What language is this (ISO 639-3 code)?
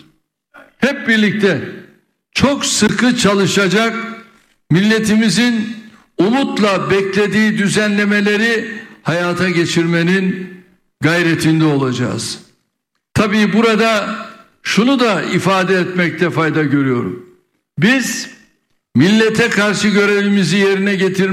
tur